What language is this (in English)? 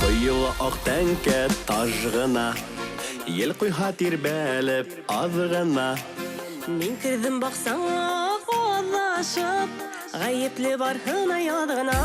Bashkir